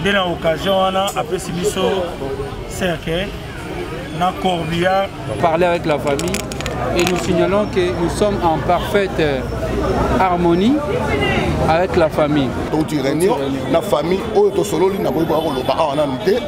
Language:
Lingala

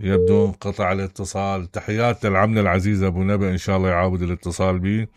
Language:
Mesopotamian Arabic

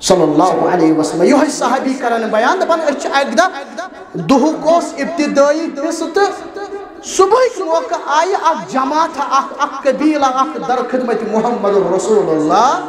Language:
Kashmiri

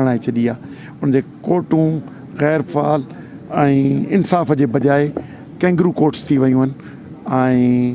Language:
Sindhi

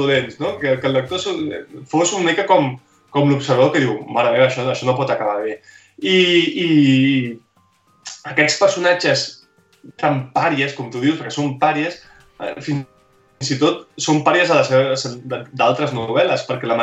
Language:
Catalan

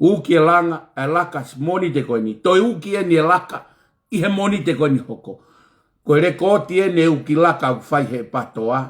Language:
Tongan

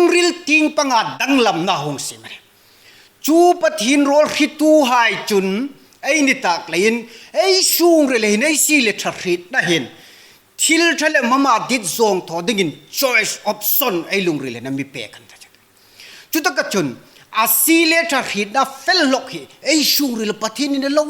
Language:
Hmar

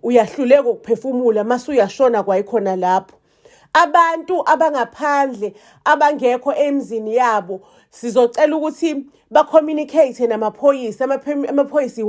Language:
Zulu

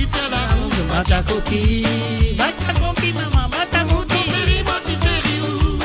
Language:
Morisyen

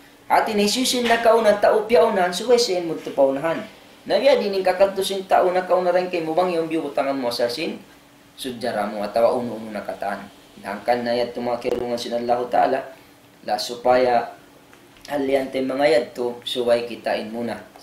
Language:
Tausug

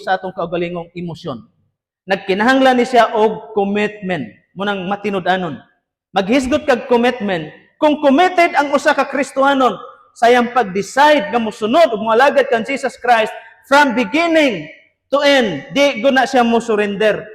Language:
Cebuano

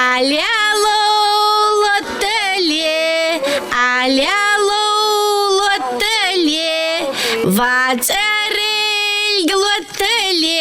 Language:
Ingush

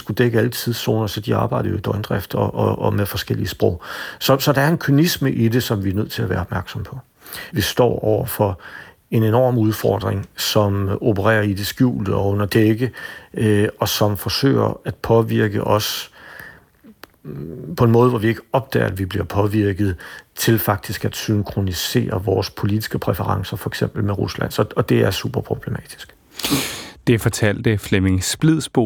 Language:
Danish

